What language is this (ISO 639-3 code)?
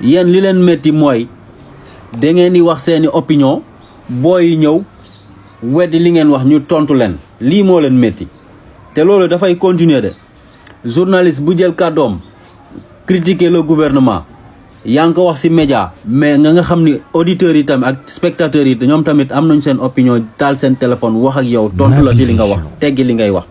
wol